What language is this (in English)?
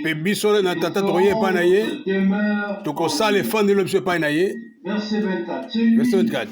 Lingala